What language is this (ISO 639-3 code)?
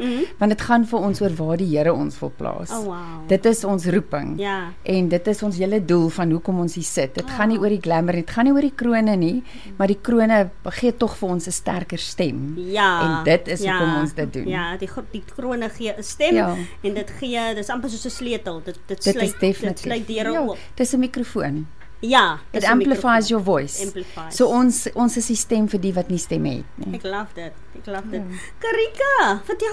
afr